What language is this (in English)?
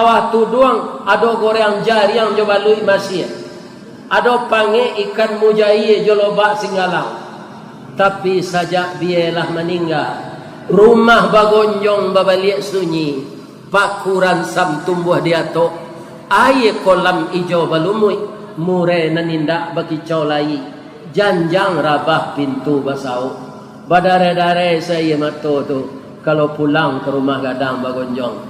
Minangkabau